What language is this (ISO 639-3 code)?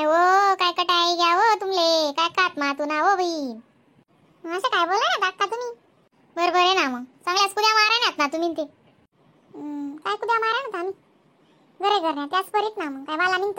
khn